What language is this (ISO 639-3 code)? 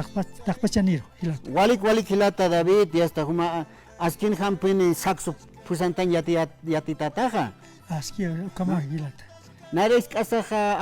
aym